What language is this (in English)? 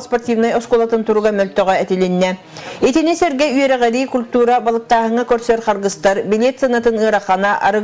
Yakut